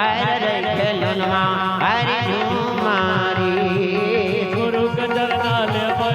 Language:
Maithili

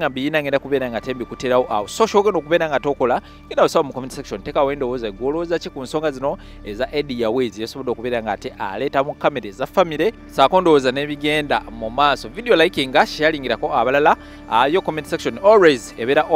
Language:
Ganda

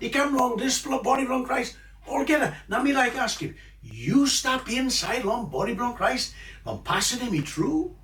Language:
Tok Pisin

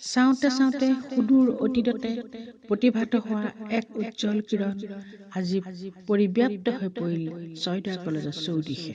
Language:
Assamese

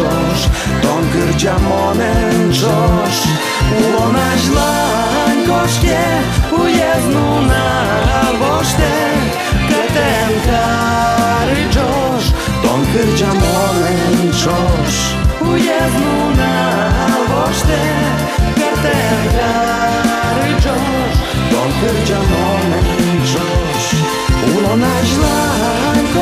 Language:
Udmurt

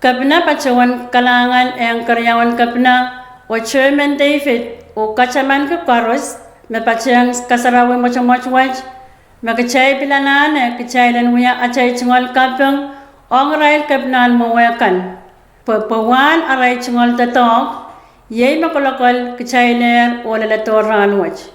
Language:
Pohnpeian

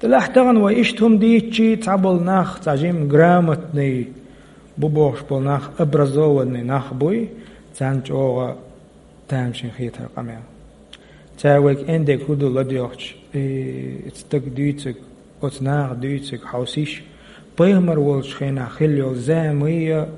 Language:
Chechen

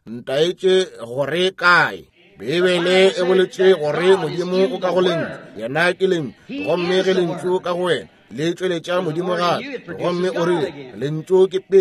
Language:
Northern Sotho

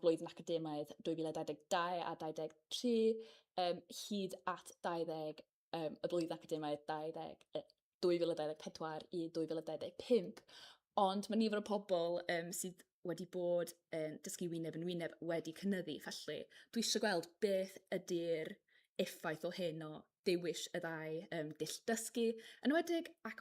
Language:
Welsh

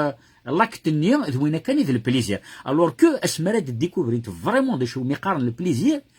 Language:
Kabyle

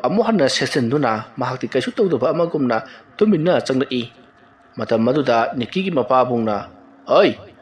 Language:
Manipuri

